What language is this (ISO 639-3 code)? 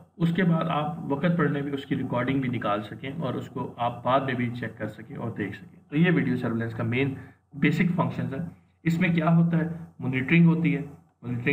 hin